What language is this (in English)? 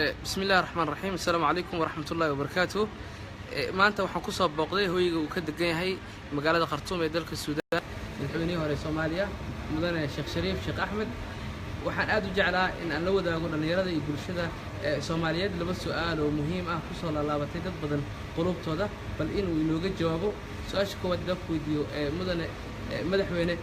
Somali